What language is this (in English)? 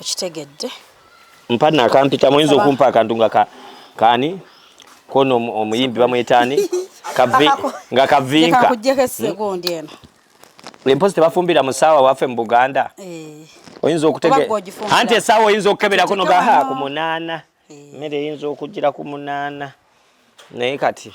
Ganda